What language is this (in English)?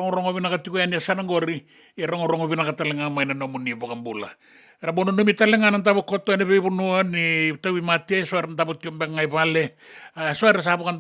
Fijian